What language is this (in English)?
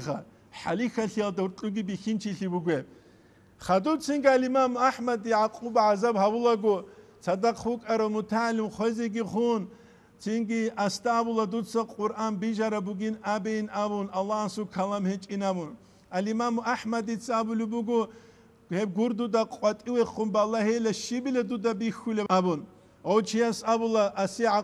Avaric